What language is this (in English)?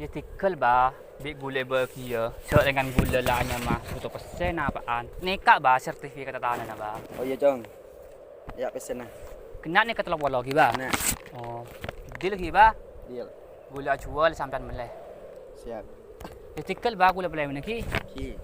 Madurese